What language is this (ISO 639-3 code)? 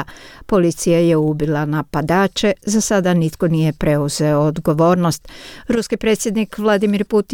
hrv